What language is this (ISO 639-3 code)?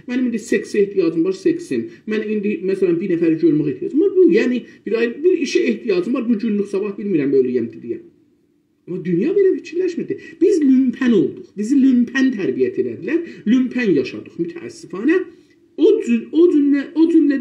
azb